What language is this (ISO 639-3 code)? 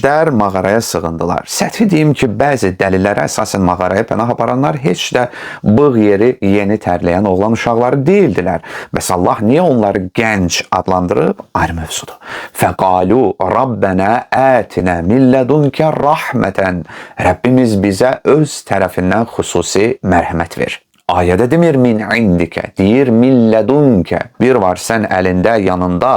aze